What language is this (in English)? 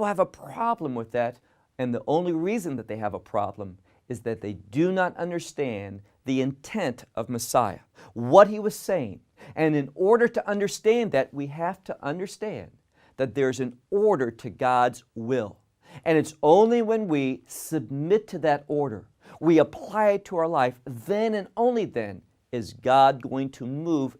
English